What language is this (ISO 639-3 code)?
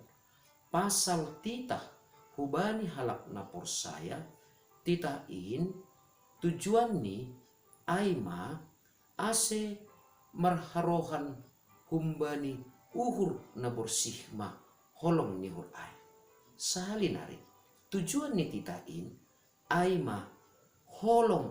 bts